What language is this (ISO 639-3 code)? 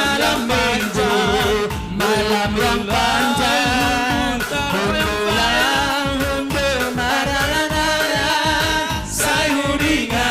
bts